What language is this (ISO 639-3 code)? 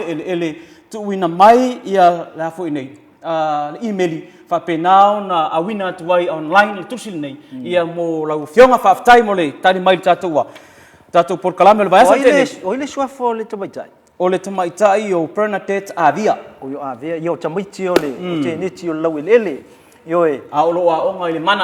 smo